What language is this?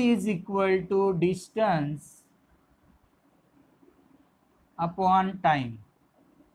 Marathi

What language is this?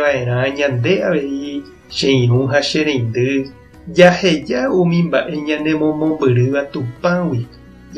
Guarani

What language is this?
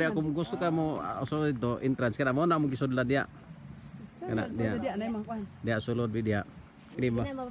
Cebuano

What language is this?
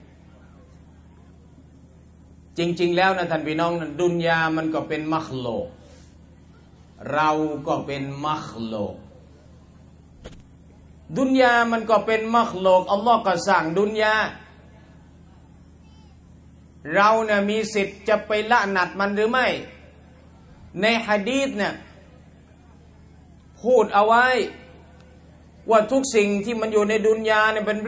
Thai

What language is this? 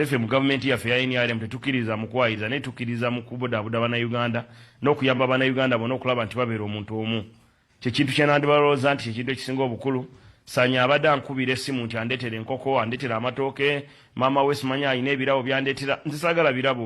Ganda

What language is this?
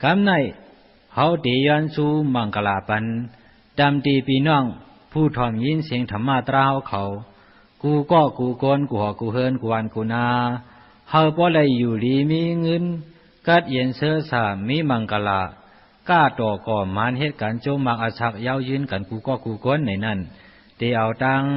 Shan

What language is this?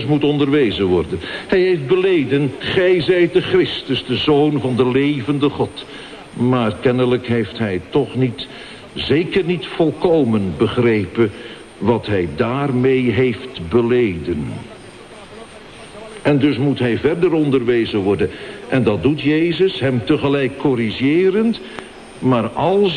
Dutch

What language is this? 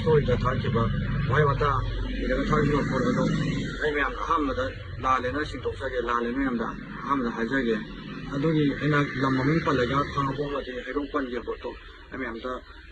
Manipuri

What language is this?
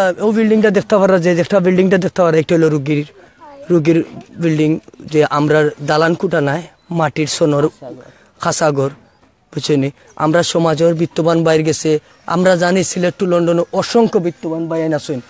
Sylheti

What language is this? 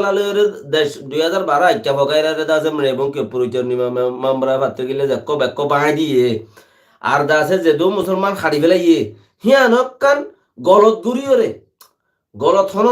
Rohingya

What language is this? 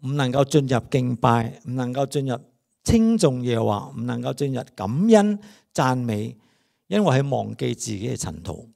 Cantonese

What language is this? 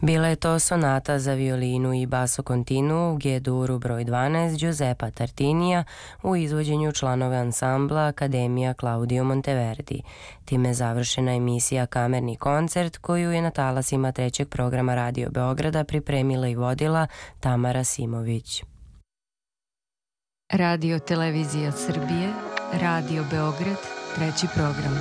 Serbian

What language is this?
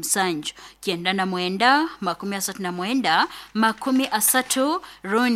Nyoro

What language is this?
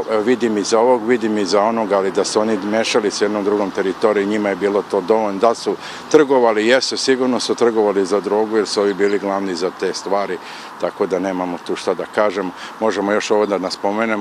Serbian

